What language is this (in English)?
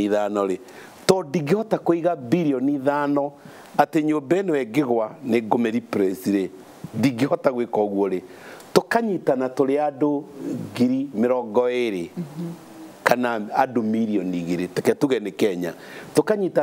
Kikuyu